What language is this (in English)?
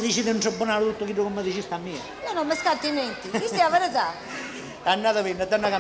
Sicilian